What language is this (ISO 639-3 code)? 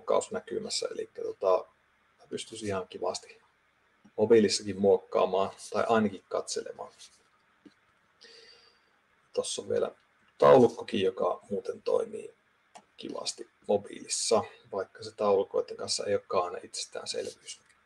fin